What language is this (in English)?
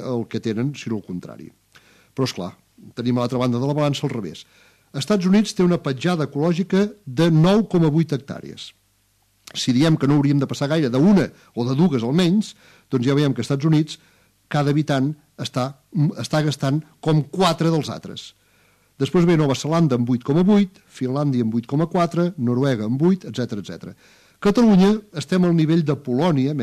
Catalan